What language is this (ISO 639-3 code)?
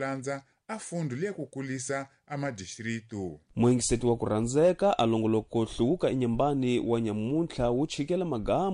tso